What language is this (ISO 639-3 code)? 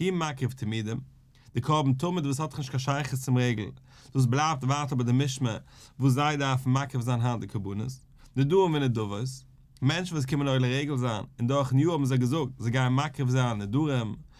yid